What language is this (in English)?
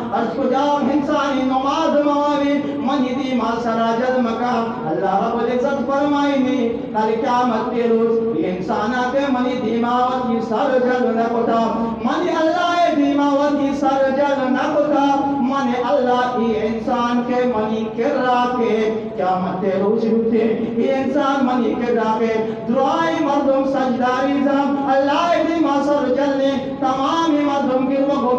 Baluchi